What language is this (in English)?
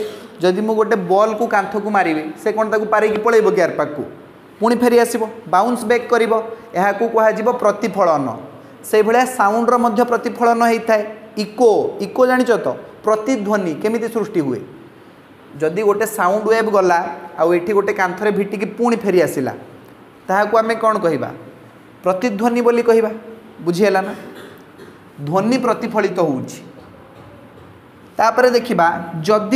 Odia